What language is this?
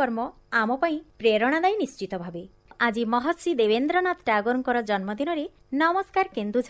Odia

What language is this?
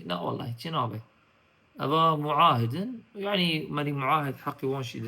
Kurdish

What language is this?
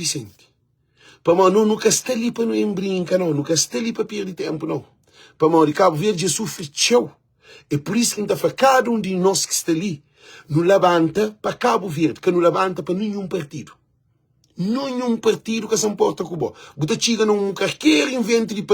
Kabuverdianu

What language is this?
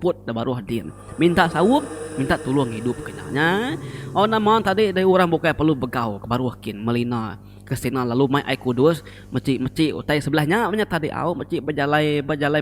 Iban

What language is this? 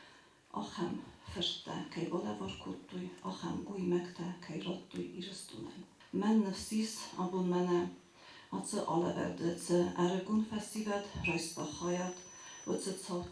Ossetic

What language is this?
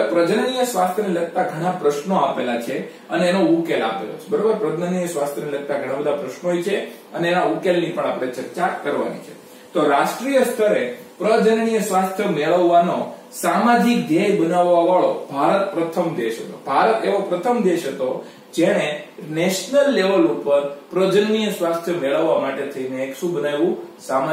Gujarati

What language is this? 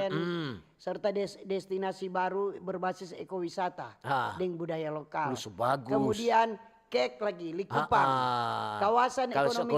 Manado Malay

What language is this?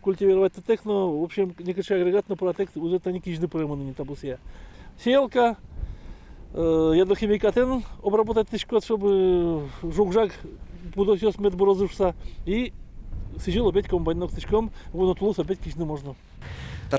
Udmurt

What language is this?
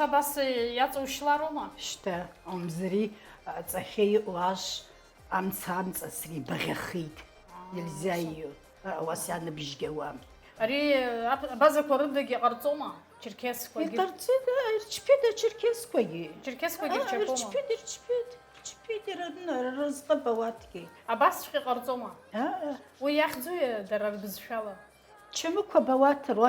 Abkhazian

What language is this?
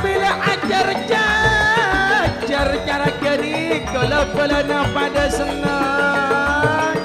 Madurese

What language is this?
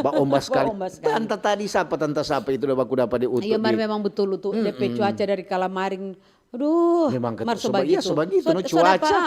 Manado Malay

